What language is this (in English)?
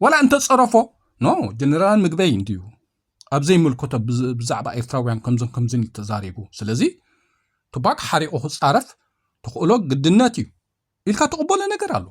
Tigrinya